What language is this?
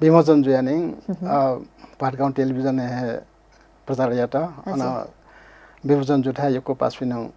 Newari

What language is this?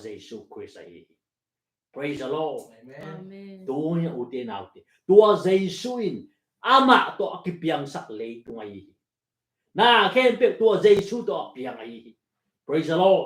Tedim Chin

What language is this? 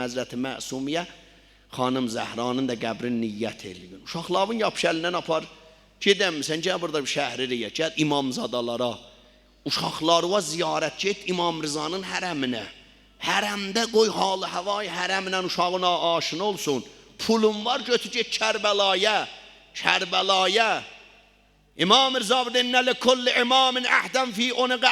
South Azerbaijani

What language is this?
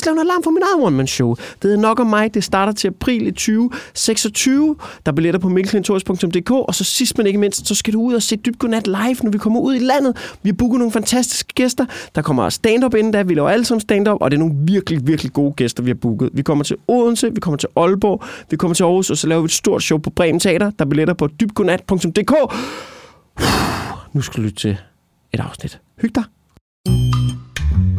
Danish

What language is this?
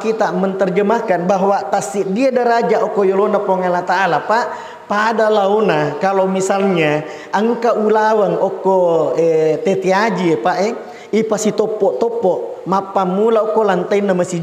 Buginese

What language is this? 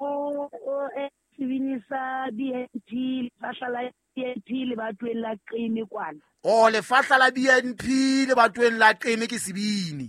Southern Sotho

